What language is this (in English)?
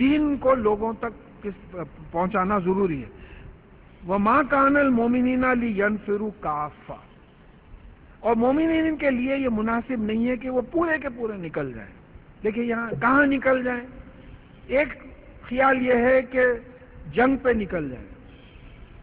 Urdu